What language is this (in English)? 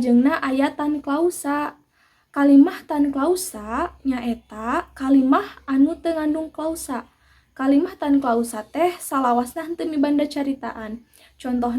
Sundanese